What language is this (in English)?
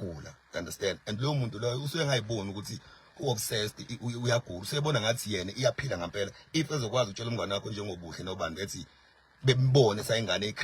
Zulu